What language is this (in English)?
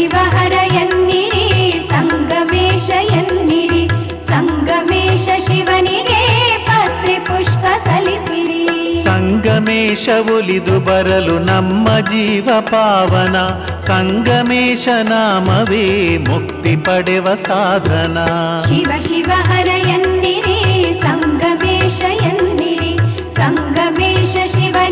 Kannada